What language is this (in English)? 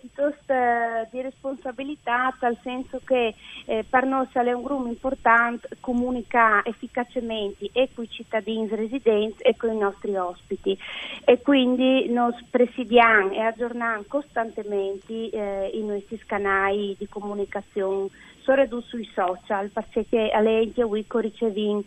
Friulian